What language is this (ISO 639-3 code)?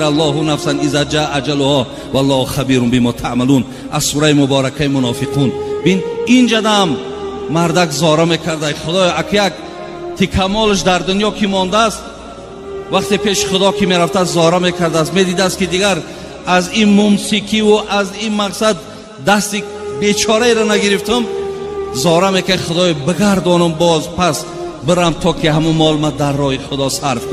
tgk